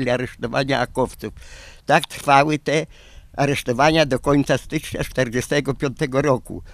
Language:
Polish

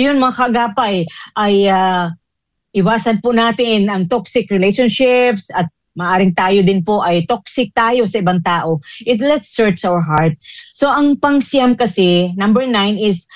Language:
Filipino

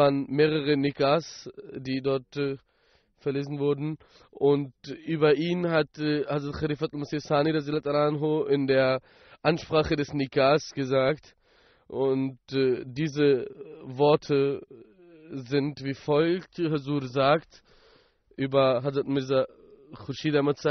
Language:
German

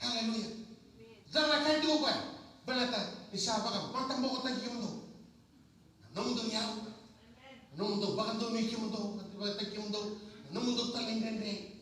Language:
Fijian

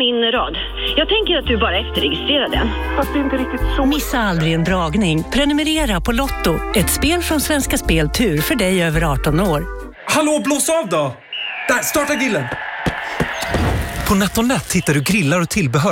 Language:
Swedish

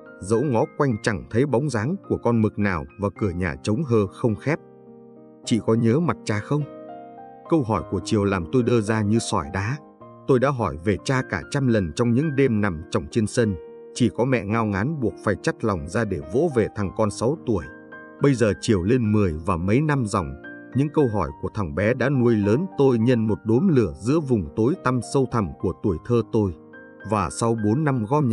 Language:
Vietnamese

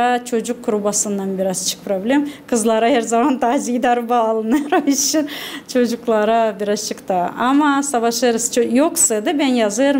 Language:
Gagauz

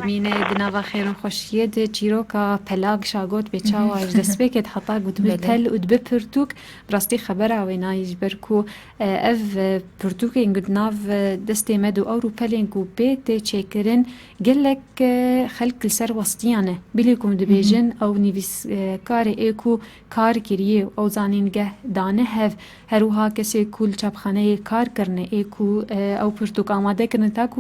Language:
Kurdish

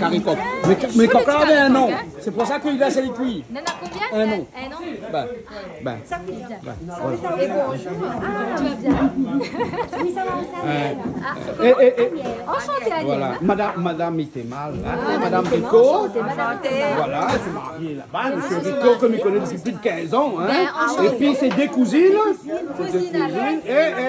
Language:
Réunion Creole French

